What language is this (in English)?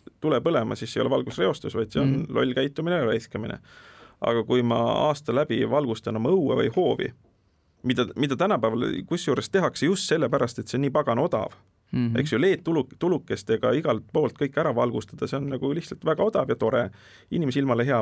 Estonian